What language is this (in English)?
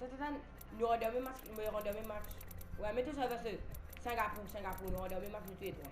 Morisyen